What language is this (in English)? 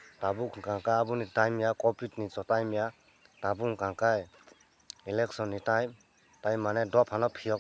Kok Borok